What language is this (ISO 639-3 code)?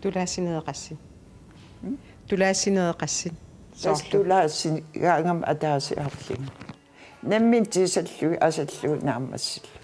kal